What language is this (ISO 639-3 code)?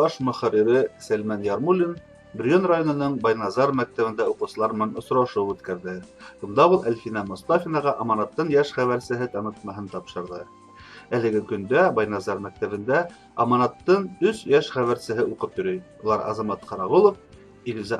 bak